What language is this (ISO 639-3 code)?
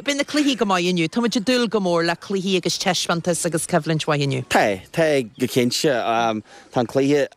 gle